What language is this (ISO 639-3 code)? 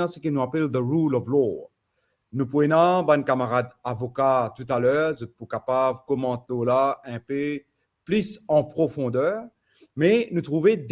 mfe